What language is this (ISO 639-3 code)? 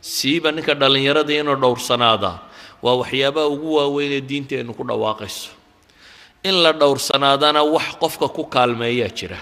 som